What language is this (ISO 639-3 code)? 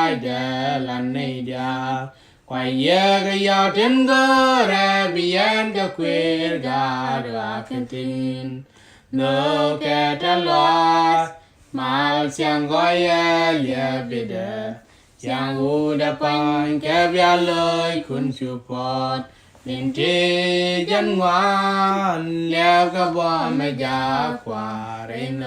nus